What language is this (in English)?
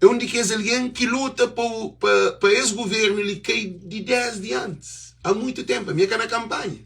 Kabuverdianu